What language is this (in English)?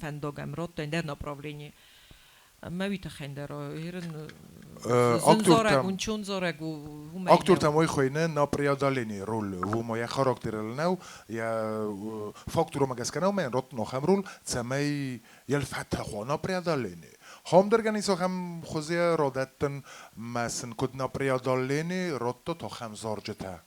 Ossetic